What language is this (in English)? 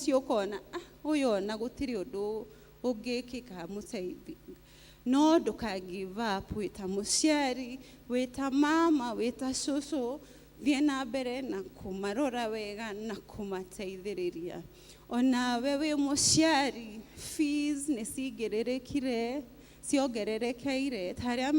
Kikuyu